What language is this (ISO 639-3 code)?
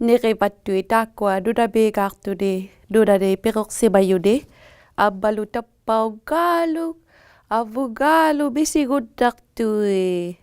iku